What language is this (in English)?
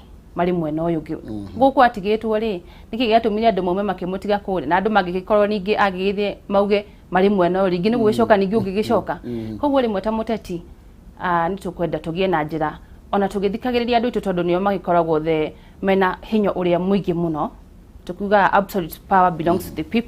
Kikuyu